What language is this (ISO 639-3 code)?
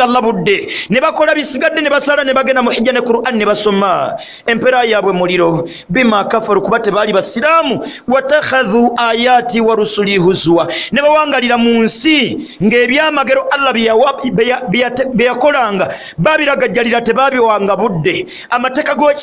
lug